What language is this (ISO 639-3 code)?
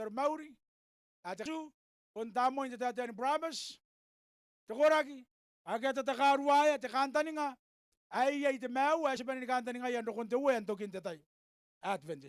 gil